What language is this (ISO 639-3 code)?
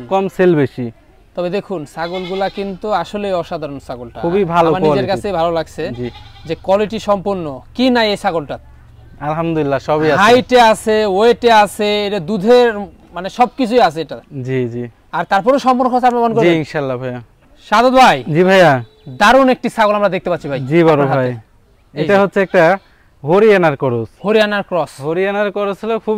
ben